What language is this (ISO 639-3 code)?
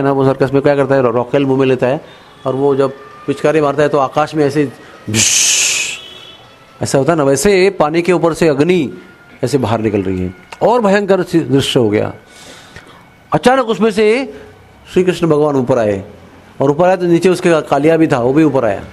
hin